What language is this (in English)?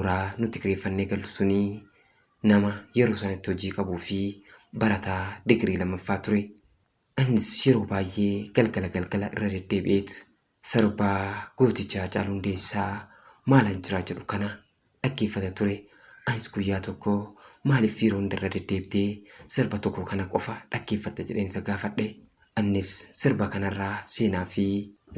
Oromo